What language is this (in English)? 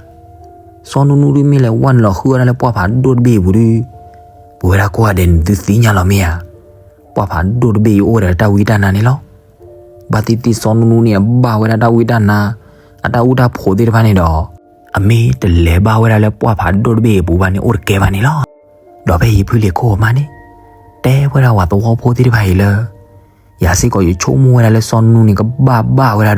S'gaw Karen